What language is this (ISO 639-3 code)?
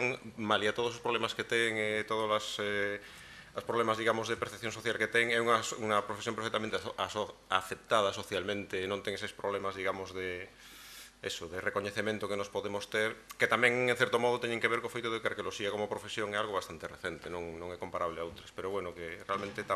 glg